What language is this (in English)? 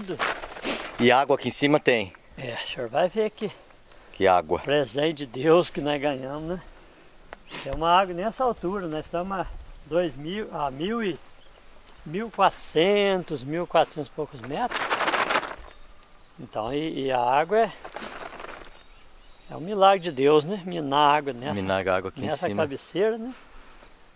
Portuguese